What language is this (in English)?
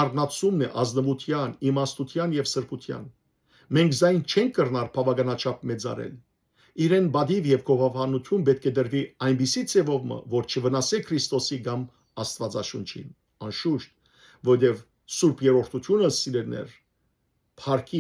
Western Armenian